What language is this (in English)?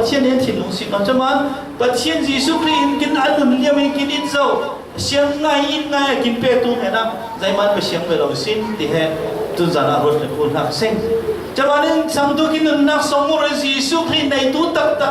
Falam Chin